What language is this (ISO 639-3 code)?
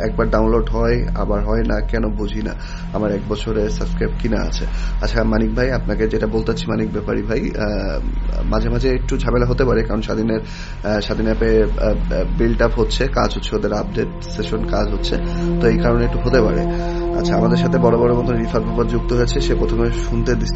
ben